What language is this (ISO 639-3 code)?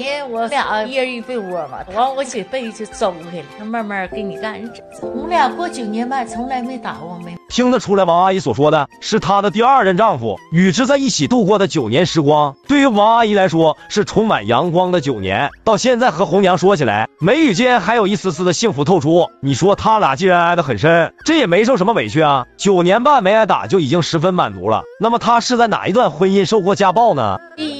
zho